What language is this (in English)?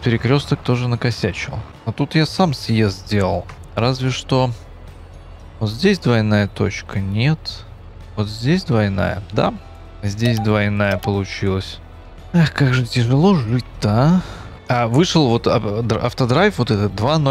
Russian